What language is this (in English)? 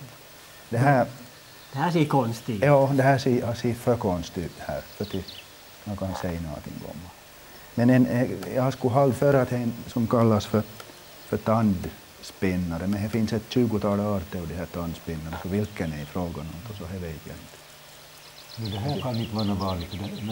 Swedish